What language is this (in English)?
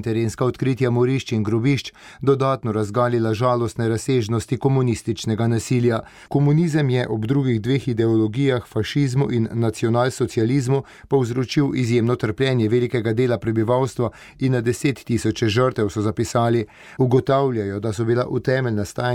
Slovenian